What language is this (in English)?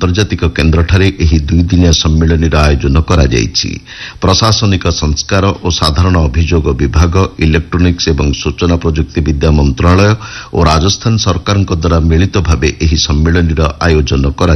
Odia